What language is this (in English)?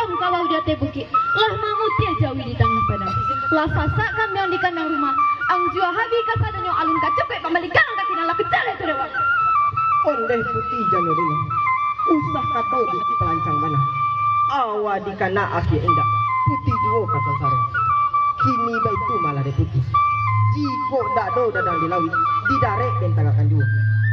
Minangkabau